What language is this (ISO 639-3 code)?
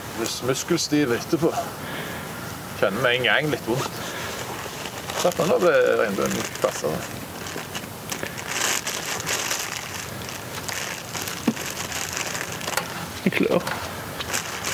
nor